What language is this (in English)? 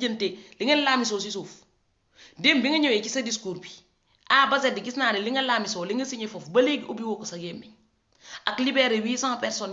Wolof